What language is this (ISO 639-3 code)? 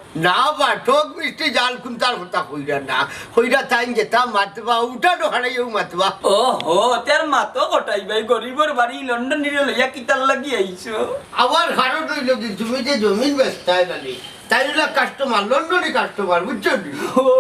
syl